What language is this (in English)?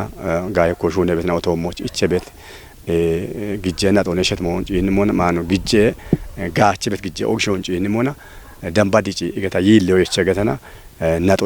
Kafa